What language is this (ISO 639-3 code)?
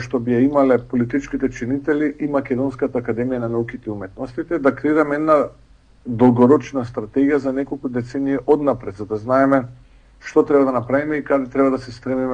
mkd